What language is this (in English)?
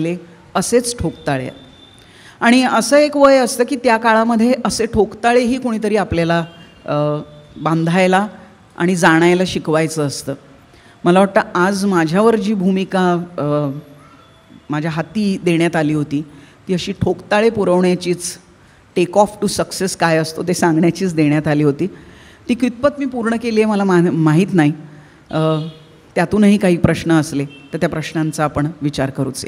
Marathi